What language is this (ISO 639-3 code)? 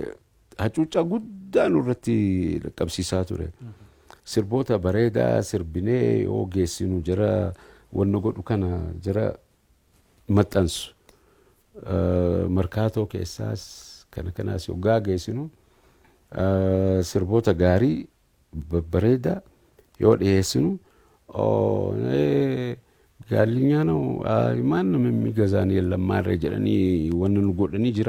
orm